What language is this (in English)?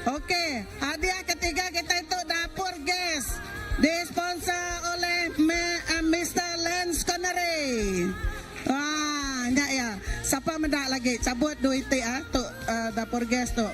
Iban